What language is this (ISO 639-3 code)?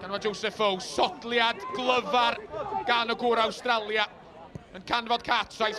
cym